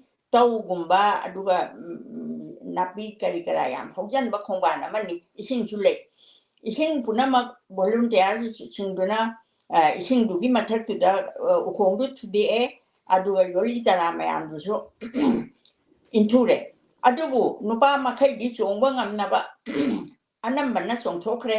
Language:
Manipuri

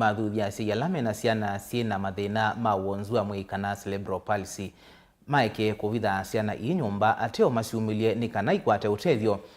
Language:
Kamba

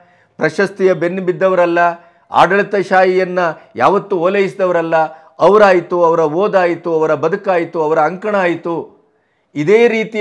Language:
Kannada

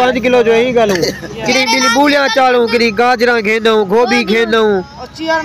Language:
Saraiki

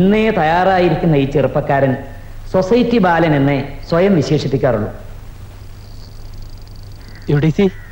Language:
Malayalam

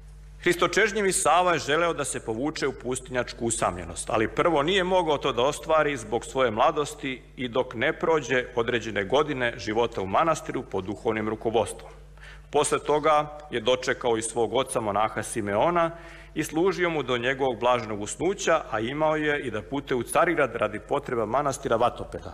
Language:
Serbian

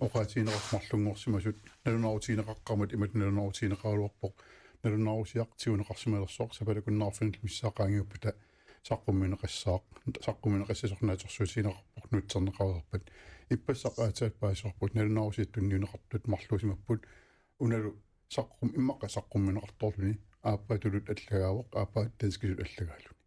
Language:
Kalaallisut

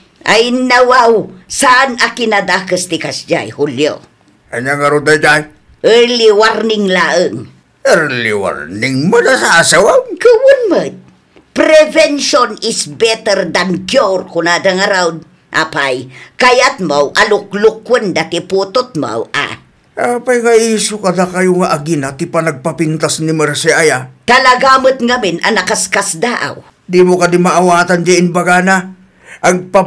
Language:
Iloko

